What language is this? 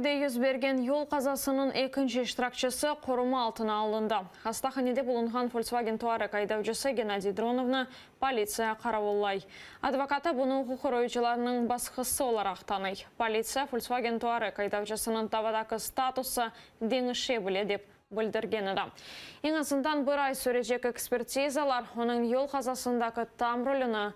Crimean Tatar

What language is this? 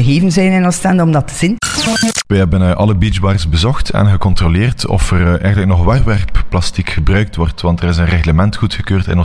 Dutch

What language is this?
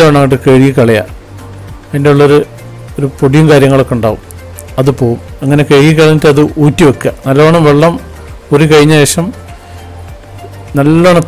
Malayalam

